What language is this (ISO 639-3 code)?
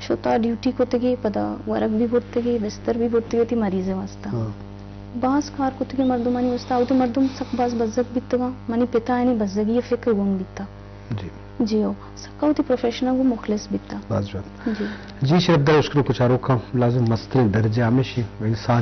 bgp